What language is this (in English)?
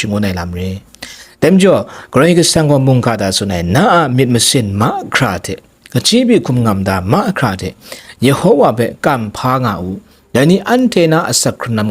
Kachin